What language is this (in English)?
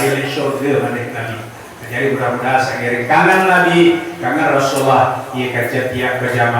Sasak